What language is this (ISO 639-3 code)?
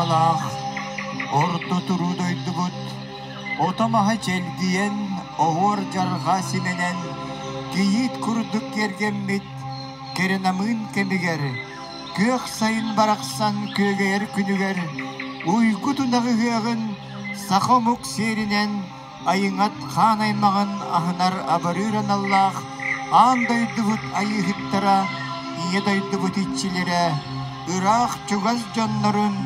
sah